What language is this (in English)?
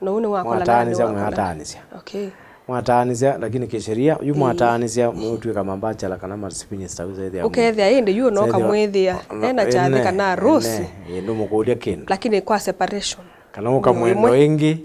Kamba